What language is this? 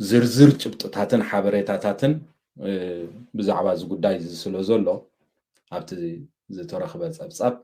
Tigrinya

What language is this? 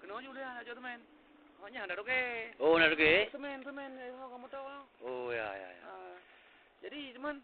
Achinese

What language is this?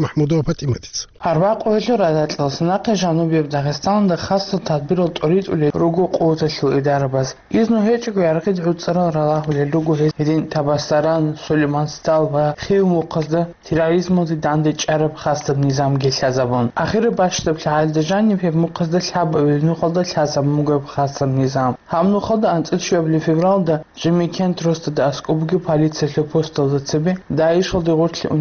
Avaric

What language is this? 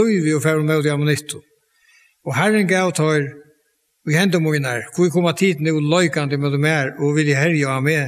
Faroese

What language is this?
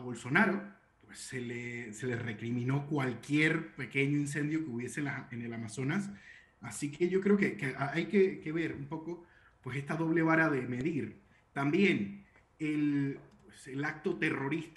Spanish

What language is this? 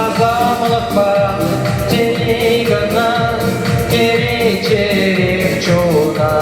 Chuvash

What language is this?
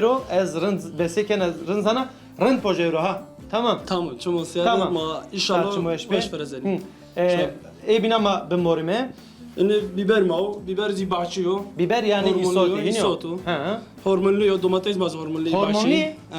Zaza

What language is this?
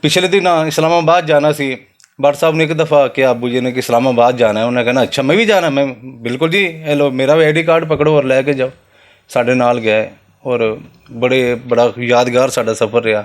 Western Panjabi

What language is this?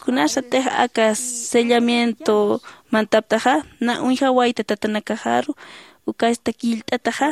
Aymara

